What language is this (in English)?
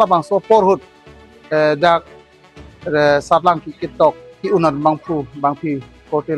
Karbi